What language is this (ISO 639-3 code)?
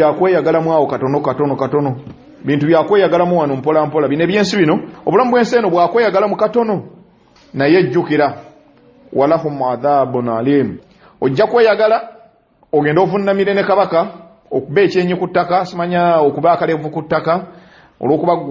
lug